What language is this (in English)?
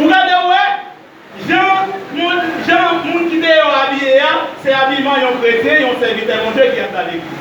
Haitian Creole